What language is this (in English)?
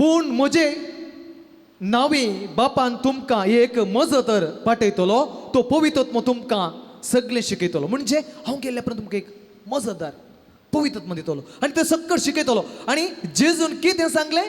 Konkani